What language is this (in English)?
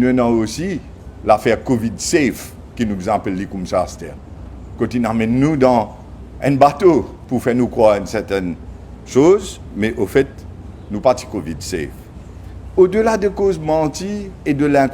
Morisyen